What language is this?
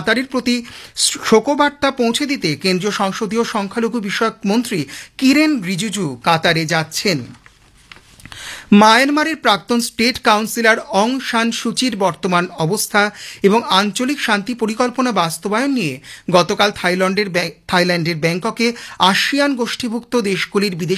Bangla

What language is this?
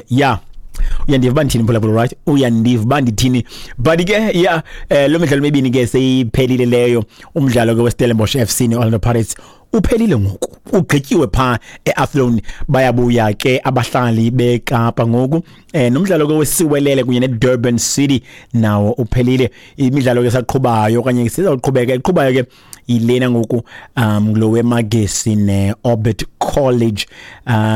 Xhosa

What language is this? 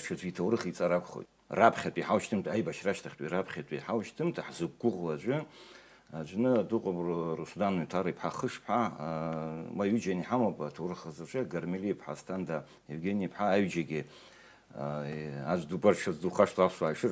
Abkhazian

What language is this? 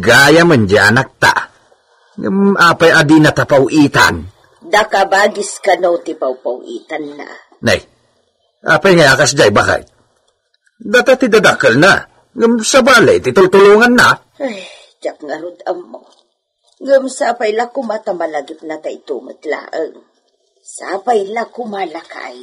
Iloko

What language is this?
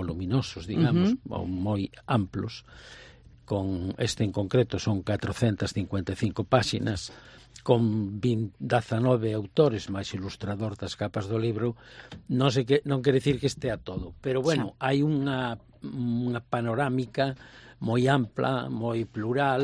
Galician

